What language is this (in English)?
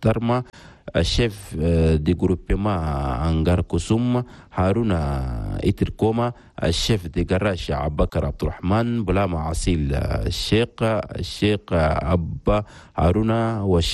Chadian Arabic